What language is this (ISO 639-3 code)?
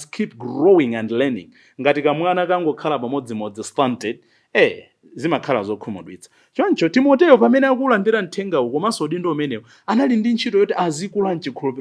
nya